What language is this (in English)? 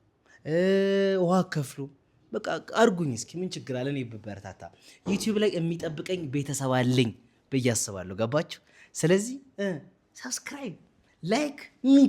Amharic